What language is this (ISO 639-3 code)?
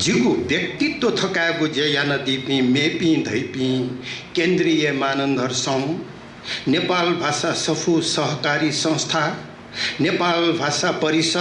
new